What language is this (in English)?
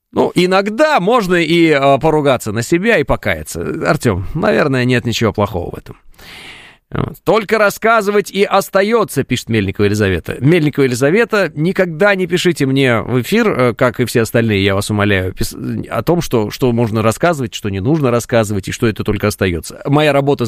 Russian